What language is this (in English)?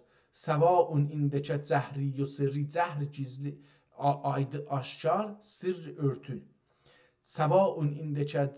South Azerbaijani